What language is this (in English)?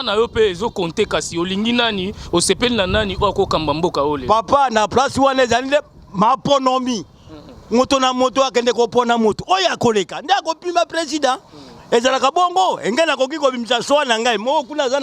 Lingala